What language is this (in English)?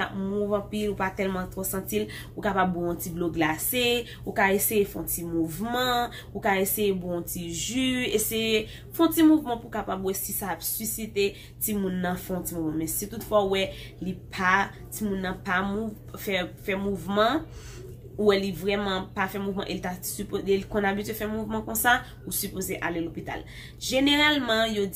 Haitian Creole